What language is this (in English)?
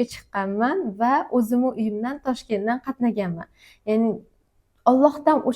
Uzbek